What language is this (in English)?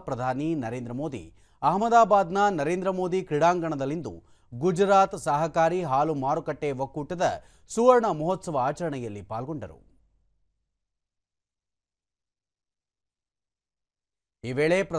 Kannada